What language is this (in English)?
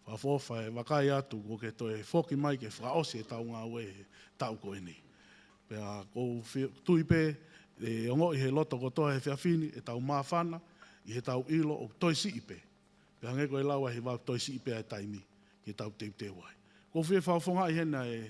Tongan